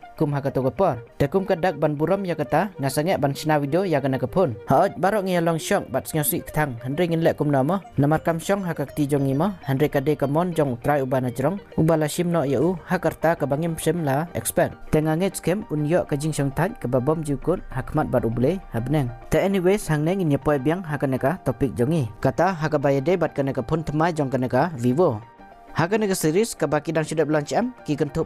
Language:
Khasi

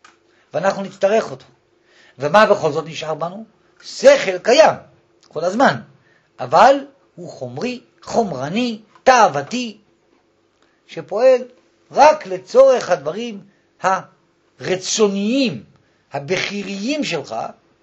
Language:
Hebrew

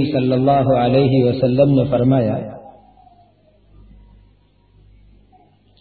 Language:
Urdu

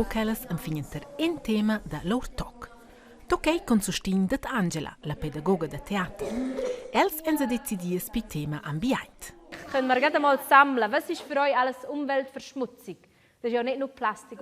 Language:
Romansh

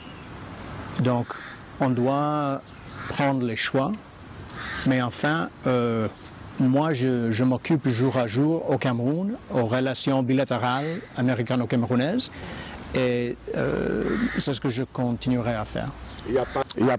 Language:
French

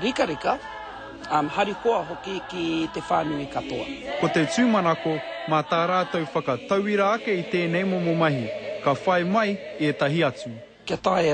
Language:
Māori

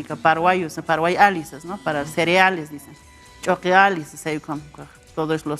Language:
Aymara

